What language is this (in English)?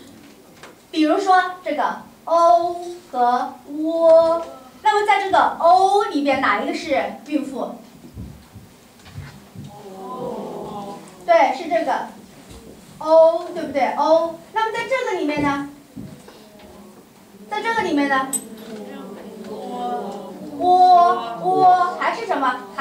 Chinese